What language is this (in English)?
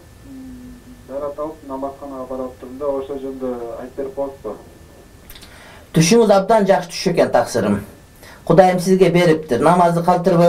Kyrgyz